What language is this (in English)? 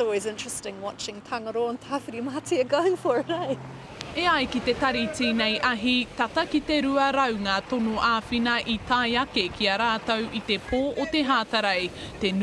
Māori